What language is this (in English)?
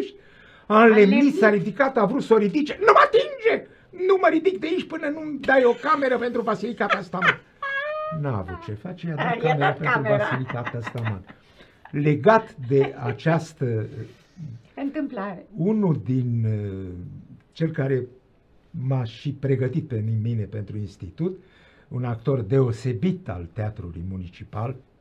Romanian